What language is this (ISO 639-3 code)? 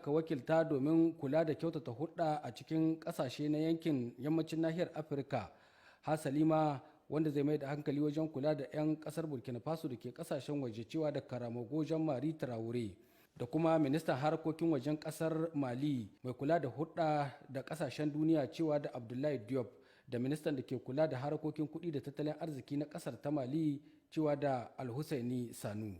hau